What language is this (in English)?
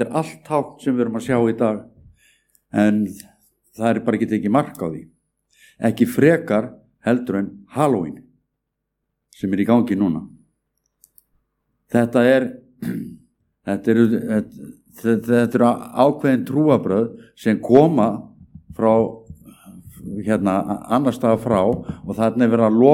Icelandic